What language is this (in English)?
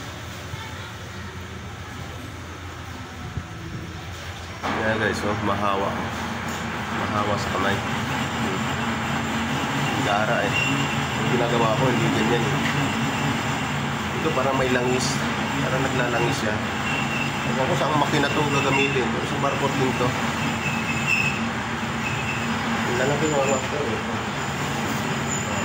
Filipino